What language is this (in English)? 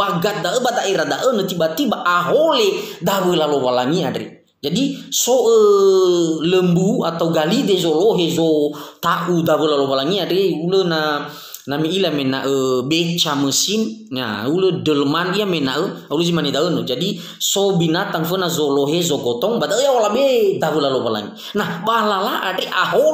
Nias